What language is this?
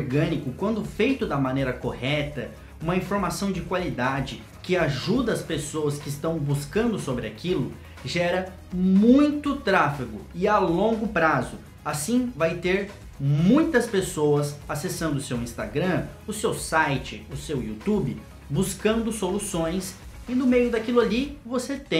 Portuguese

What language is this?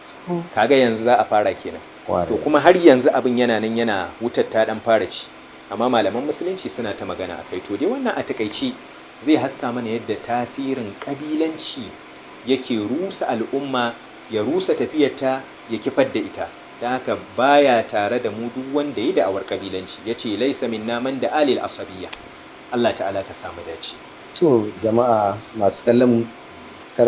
Hausa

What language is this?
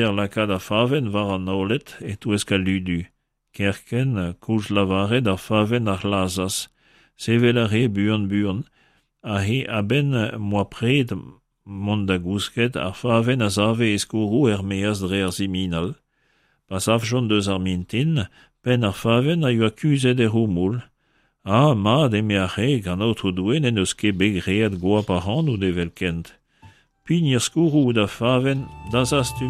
Breton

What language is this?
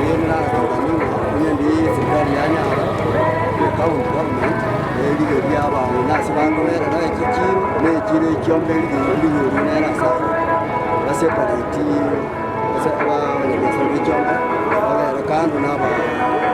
Gusii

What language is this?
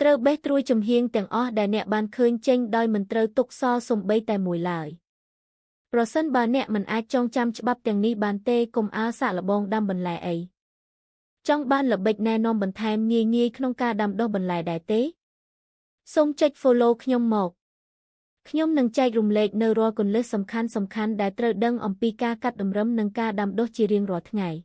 Khmer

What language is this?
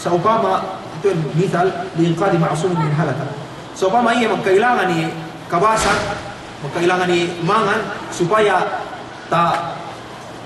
Yakan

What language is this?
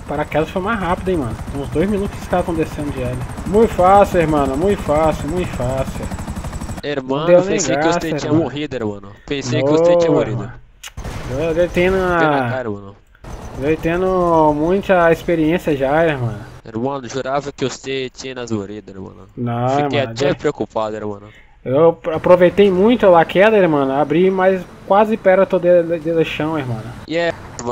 Portuguese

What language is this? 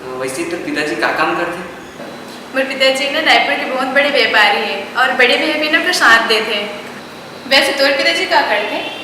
Chhattisgarhi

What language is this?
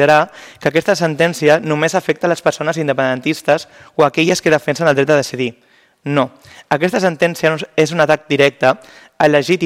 Catalan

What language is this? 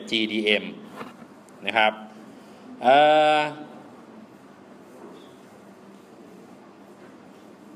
Thai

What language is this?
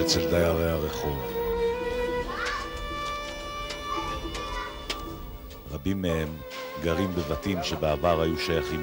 Hebrew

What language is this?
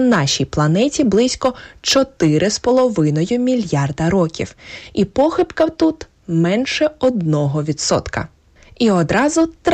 Ukrainian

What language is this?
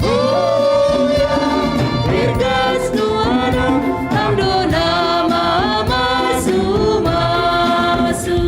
Batak Simalungun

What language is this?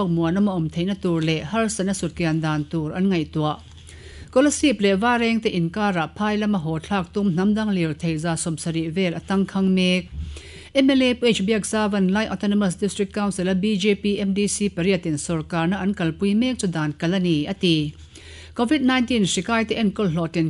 Mizo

